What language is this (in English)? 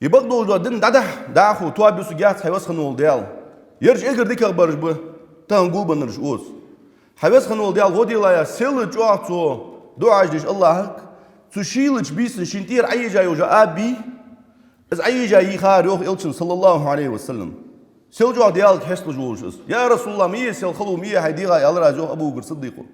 Ingush